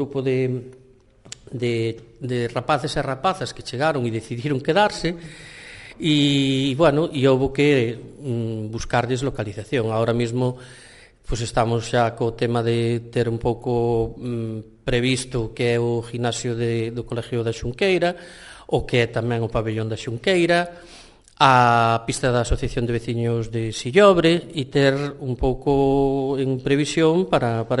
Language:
Galician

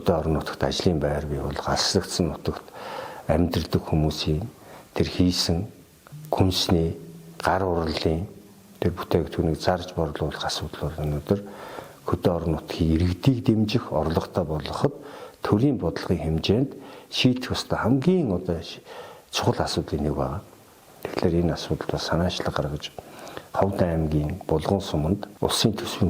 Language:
Mongolian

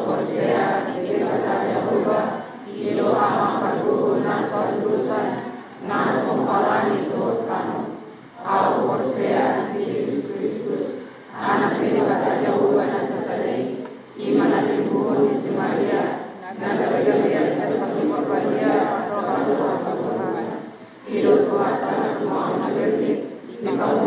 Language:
Batak Toba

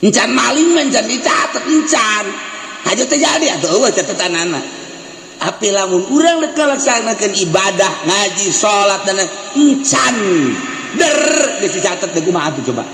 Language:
Sundanese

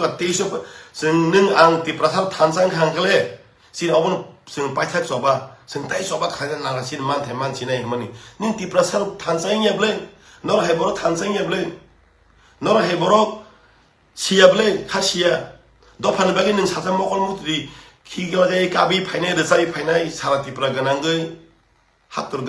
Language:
Kok Borok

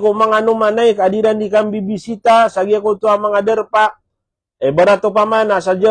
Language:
Maranao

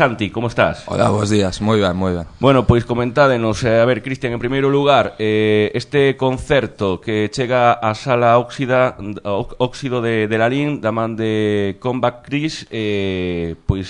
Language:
Galician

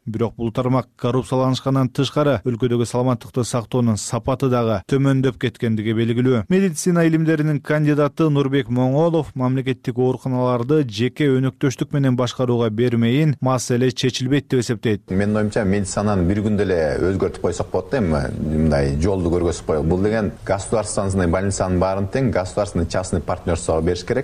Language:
Kyrgyz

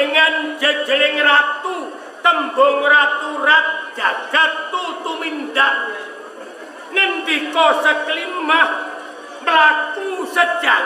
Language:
Javanese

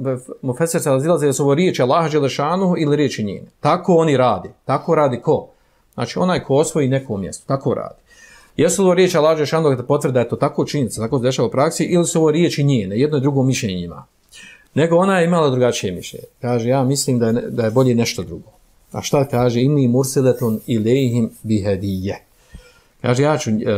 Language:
Bosnian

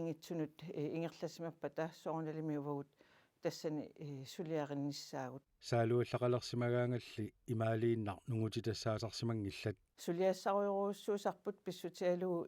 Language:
Kalaallisut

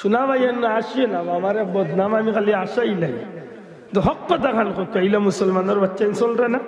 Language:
Sylheti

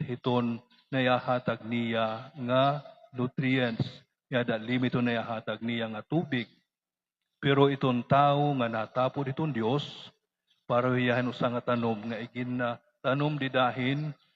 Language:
Waray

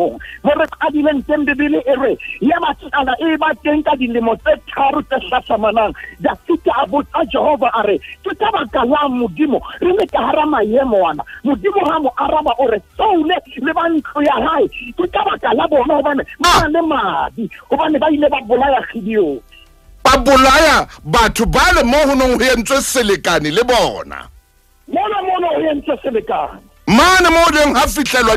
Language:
Southern Sotho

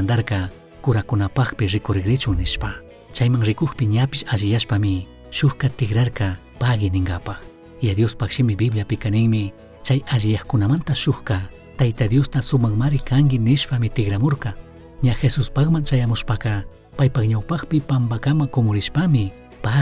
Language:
Chimborazo Highland Quichua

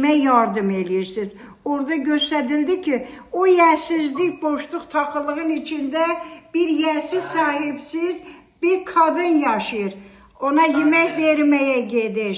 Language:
Azerbaijani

